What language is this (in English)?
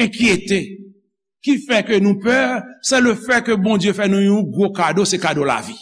Haitian Creole